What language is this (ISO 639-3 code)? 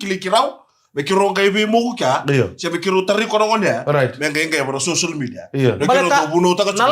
fij